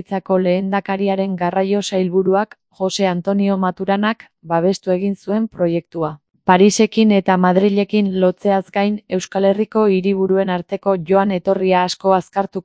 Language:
Basque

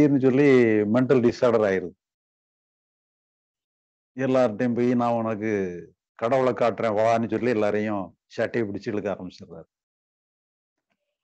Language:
Tamil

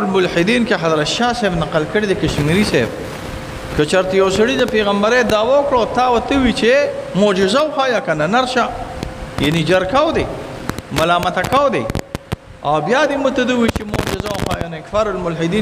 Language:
Pashto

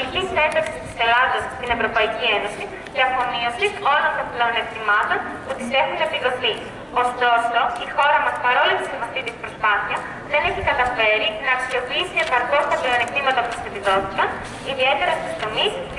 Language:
Greek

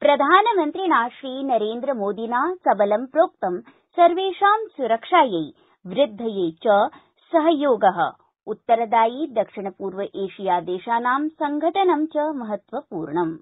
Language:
Sanskrit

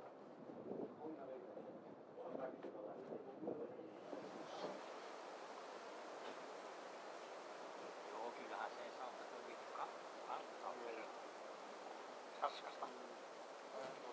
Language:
Finnish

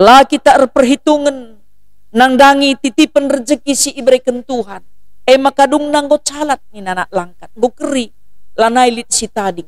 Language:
Batak Karo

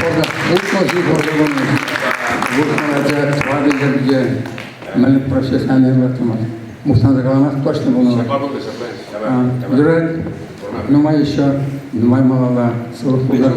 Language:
Chuvash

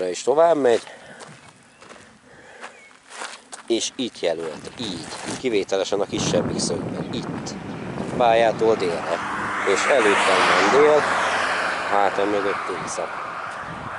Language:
Hungarian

